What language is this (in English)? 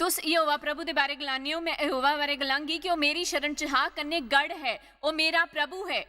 Dogri